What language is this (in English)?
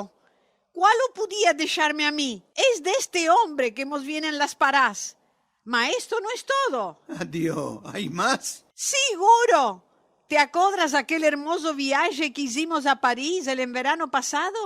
Ladino